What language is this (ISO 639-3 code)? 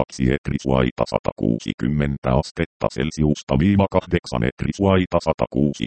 fin